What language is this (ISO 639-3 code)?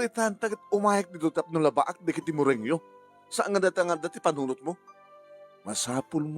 ilo